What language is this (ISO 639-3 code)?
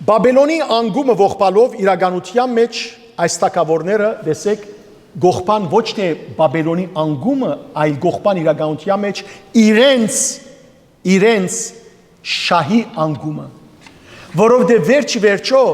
hyw